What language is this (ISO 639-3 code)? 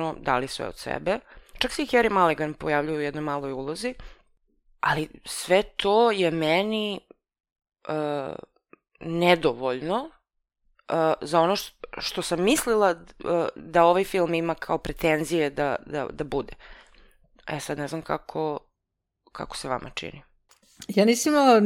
srp